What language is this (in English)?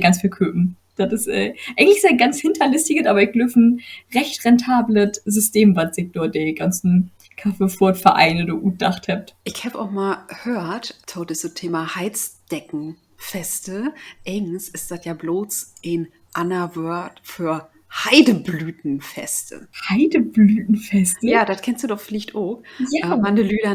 Low German